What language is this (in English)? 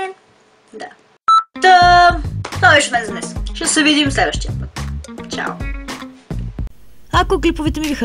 Bulgarian